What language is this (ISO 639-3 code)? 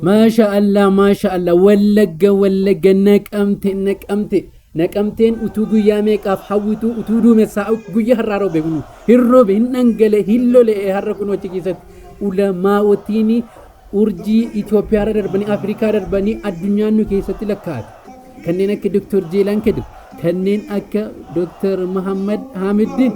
orm